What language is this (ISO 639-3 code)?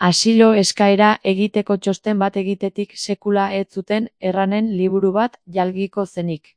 eus